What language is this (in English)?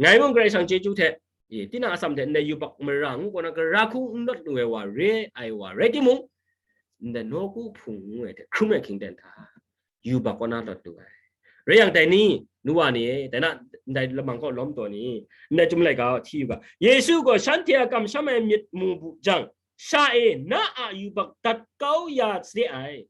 Kachin